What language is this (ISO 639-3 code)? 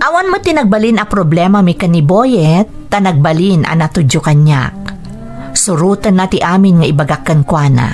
ilo